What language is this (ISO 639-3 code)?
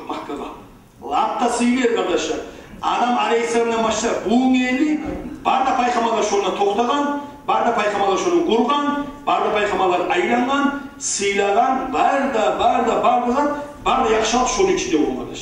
kum